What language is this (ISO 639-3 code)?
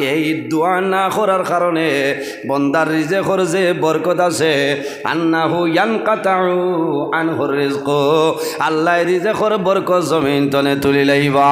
syl